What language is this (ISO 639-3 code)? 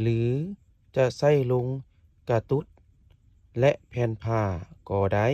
lao